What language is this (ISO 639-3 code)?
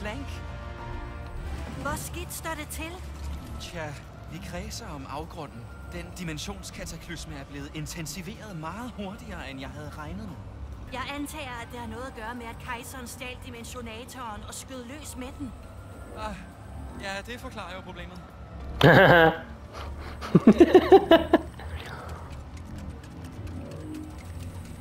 dan